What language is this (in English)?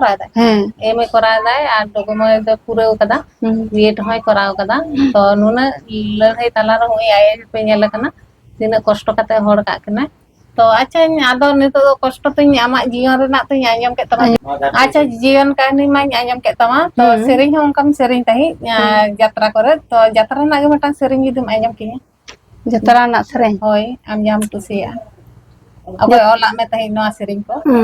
Santali